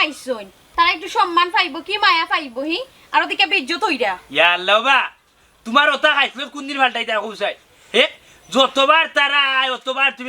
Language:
Sylheti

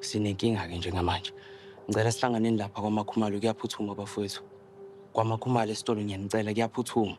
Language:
Zulu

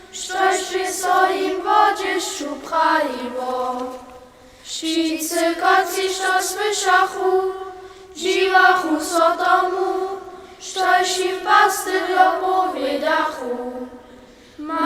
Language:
Upper Sorbian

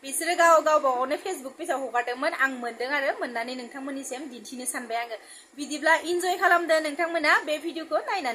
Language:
Bodo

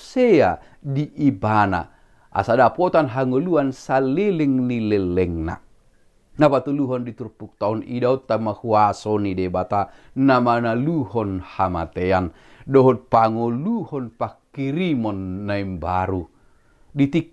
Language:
Batak Toba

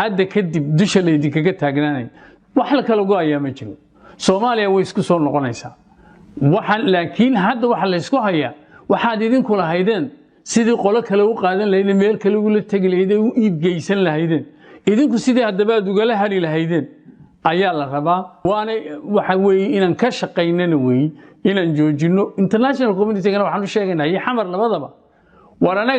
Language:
Somali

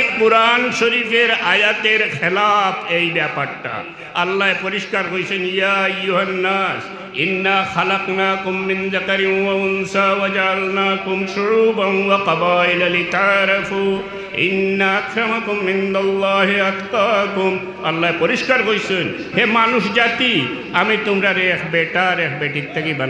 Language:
Sylheti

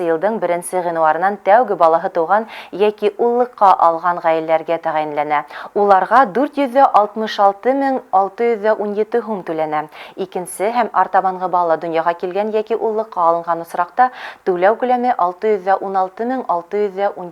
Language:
Bashkir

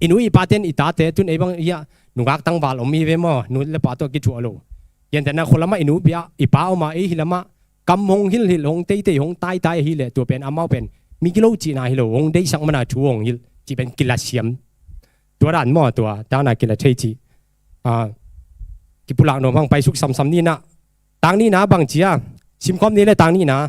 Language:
Tedim Chin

